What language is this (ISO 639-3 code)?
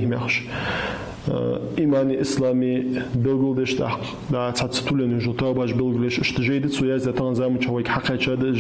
inh